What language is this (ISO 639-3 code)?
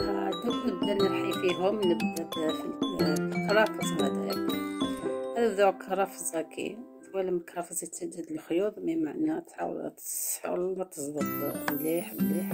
arq